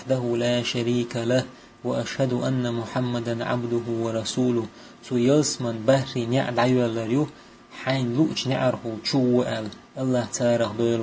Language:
Chechen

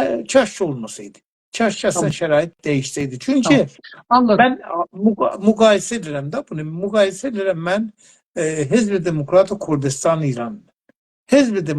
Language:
South Azerbaijani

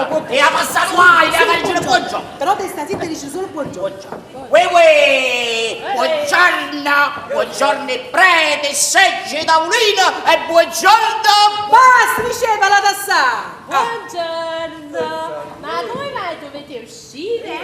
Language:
Neapolitan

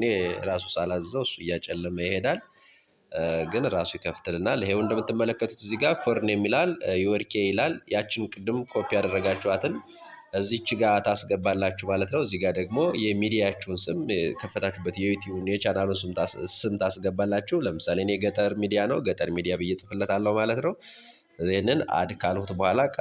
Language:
Amharic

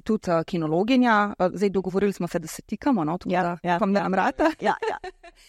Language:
Slovenian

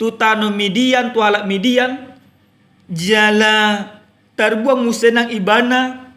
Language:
Batak Toba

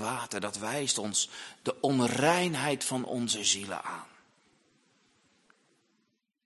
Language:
Dutch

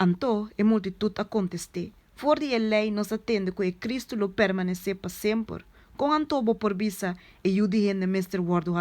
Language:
Papiamento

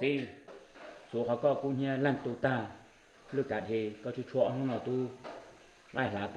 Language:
Hmong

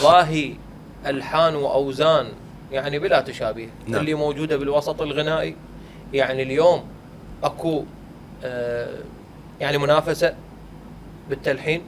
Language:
Mesopotamian Arabic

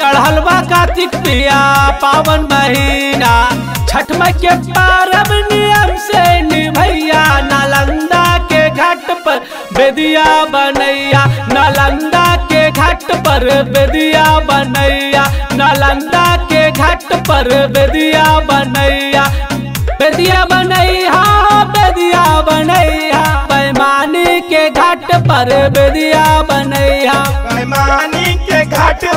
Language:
Bhojpuri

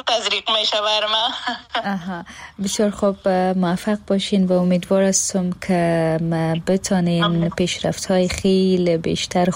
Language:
Persian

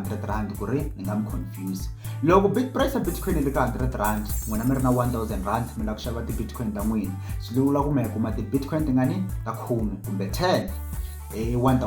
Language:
Tsonga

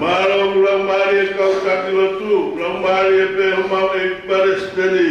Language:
Tongan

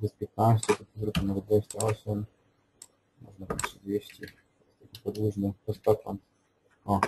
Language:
Polish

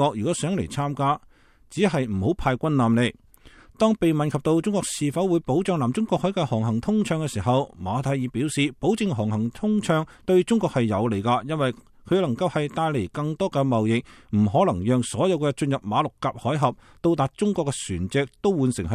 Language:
Cantonese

